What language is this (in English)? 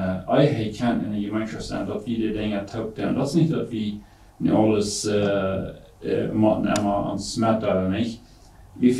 Plautdietsch